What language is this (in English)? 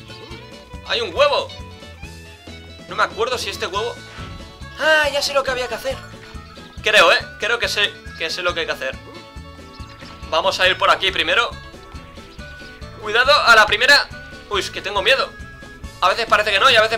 Spanish